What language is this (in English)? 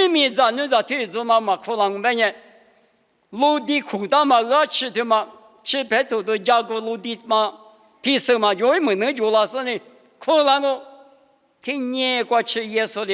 Lisu